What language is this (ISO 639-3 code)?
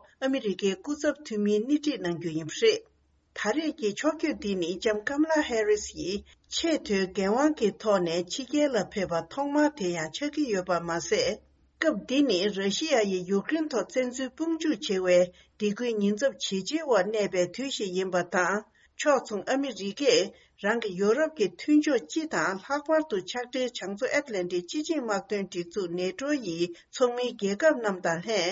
bod